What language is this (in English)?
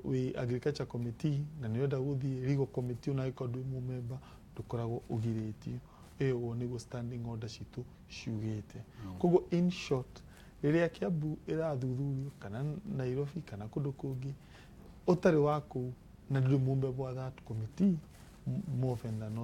Kikuyu